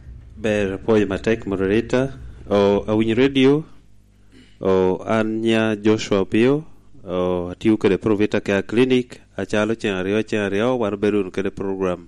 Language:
Lango (Uganda)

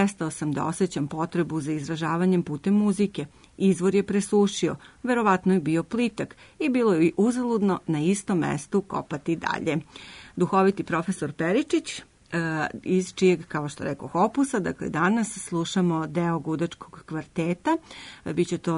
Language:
Serbian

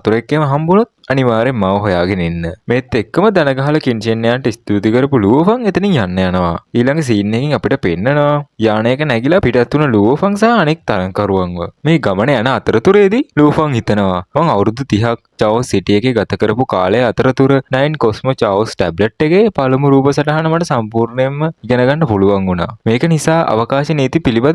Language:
Sinhala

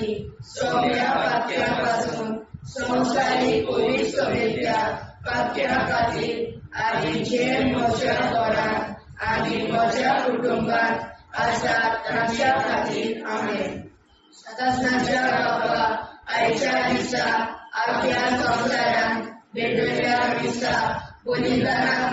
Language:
Konkani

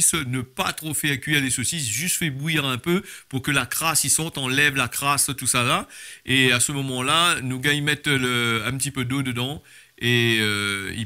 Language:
Réunion Creole French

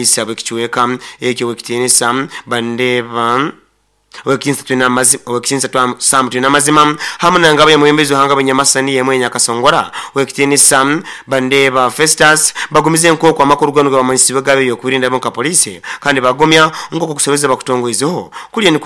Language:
Nyoro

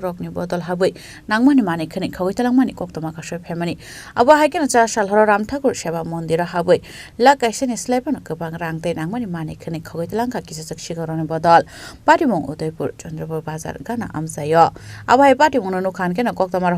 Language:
Kok Borok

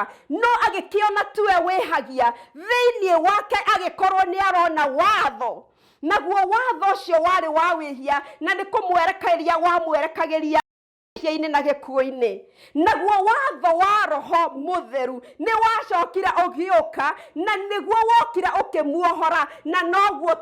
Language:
Kikuyu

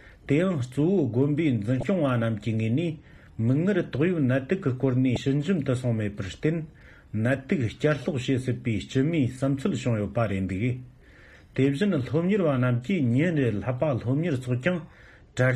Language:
Tibetan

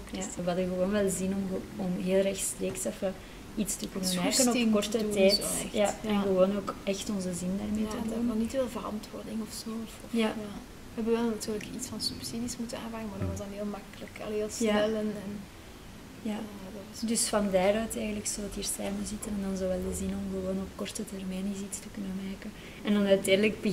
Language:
Dutch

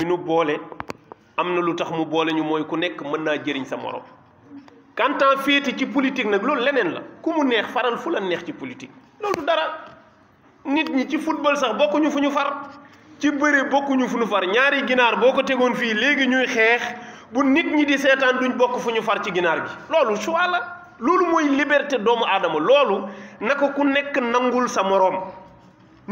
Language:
Wolof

